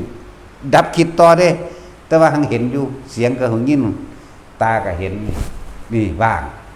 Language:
Northeastern Thai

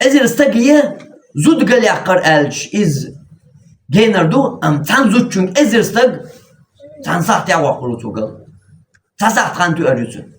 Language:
Chechen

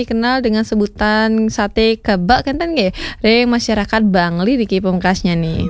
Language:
Balinese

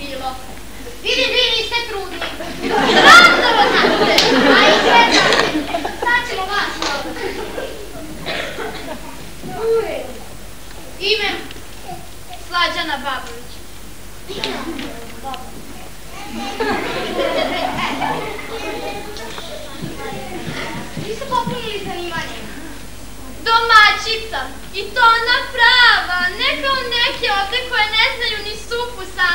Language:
Serbian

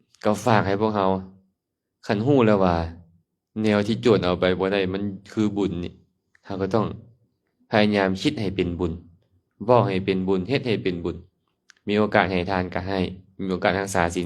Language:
Lao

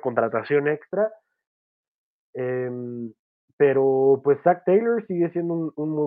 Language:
Spanish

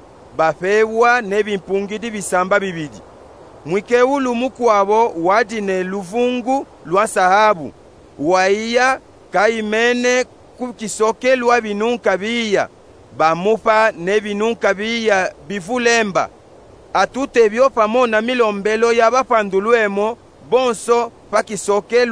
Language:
Luba-Katanga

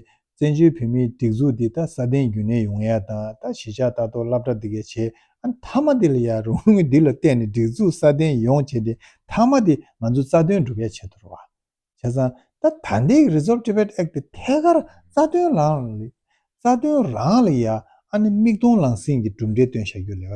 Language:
Tibetan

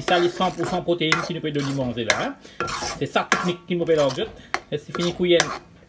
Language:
Morisyen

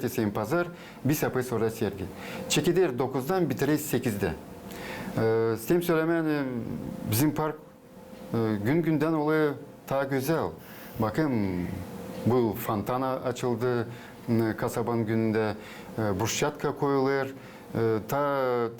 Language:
Gagauz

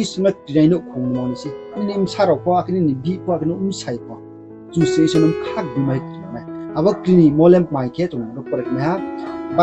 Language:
Riang (India)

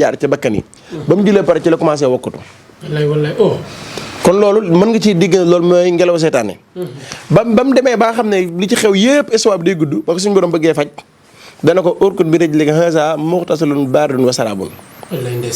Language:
Wolof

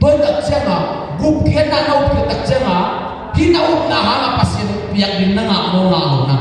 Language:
Tedim Chin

